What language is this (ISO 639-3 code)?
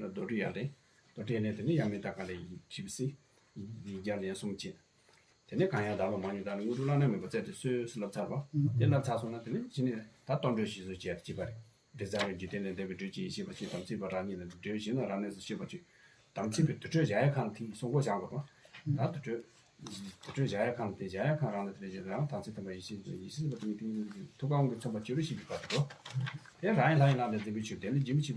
bod